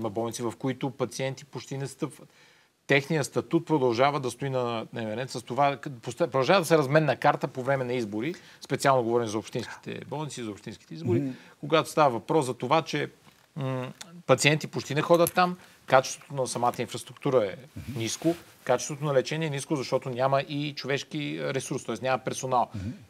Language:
Bulgarian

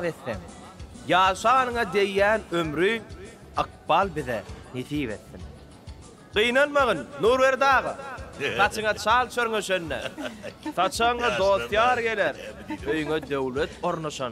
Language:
Turkmen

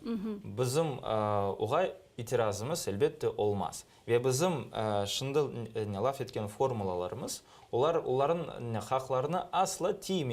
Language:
Crimean Tatar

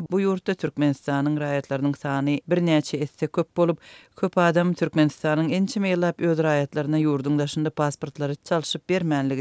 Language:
Turkmen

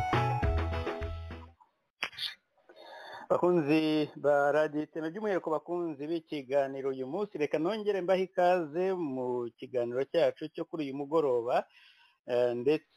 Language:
Kinyarwanda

